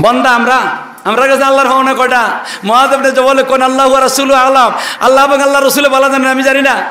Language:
Sylheti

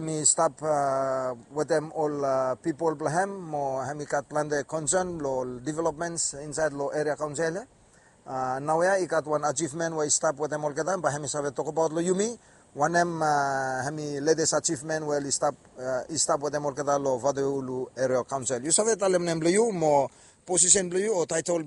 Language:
Bislama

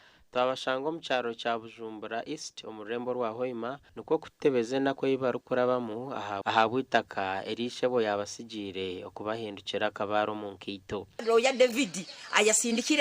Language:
Nyankole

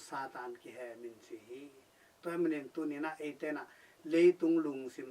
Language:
Tedim Chin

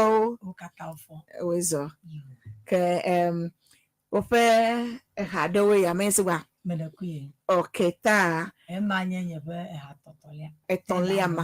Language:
Ewe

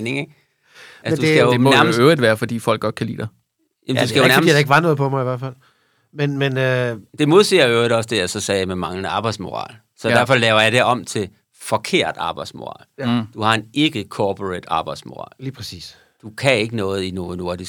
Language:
Danish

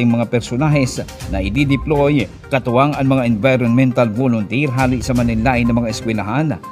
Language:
Bikol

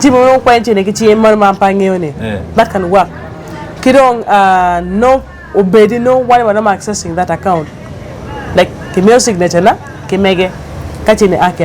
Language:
Acoli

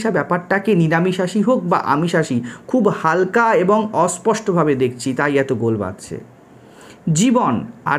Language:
Bangla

